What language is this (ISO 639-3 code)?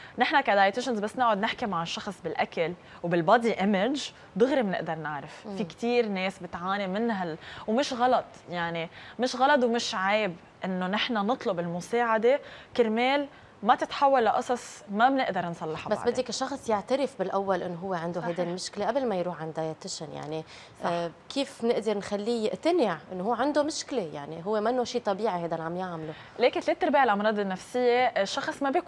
apc